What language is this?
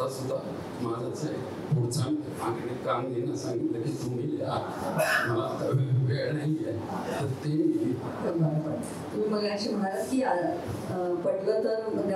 Marathi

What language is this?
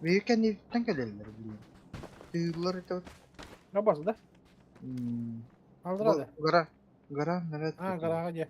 Yakut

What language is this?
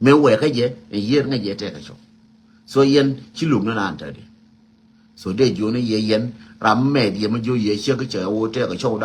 Nuer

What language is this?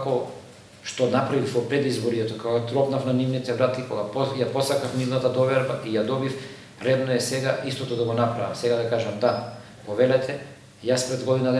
Macedonian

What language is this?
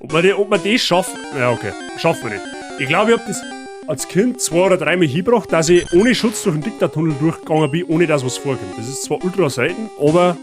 Bavarian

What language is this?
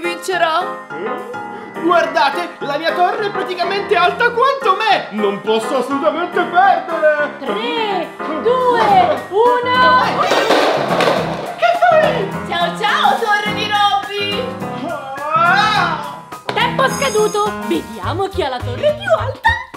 Italian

